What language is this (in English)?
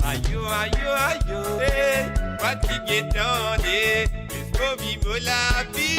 Morisyen